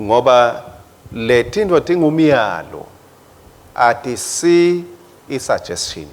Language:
Swati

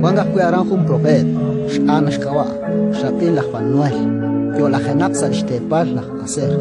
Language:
Kekchí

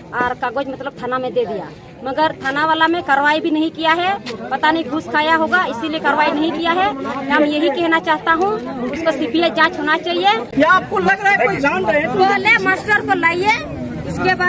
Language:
Santali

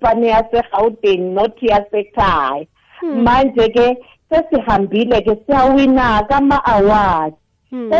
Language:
South Ndebele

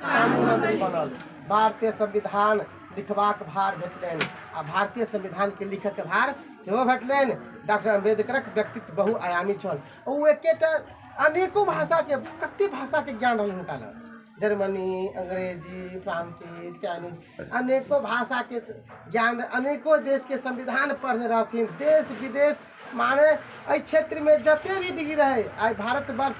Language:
Maithili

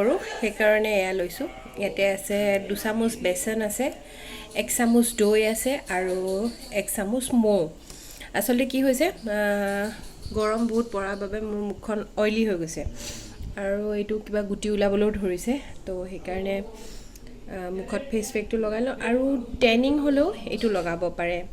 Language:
Assamese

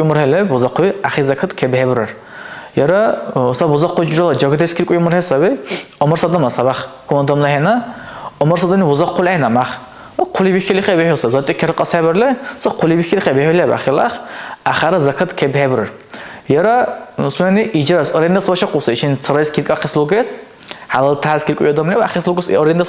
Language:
Dargwa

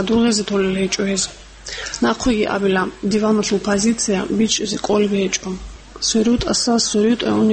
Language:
Avaric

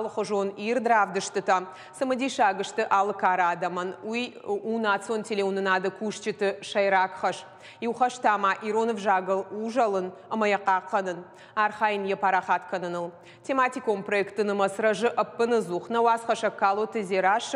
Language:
Ossetic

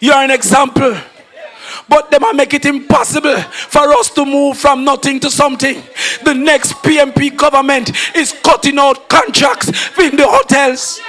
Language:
Jamaican Creole English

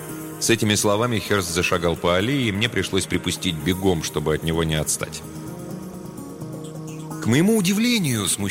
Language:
Russian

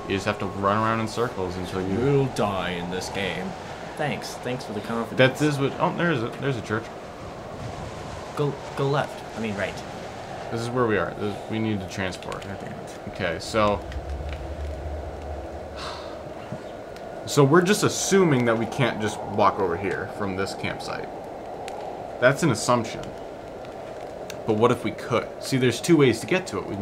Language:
English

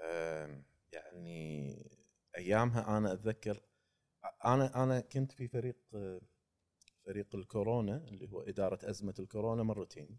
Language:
Gulf Arabic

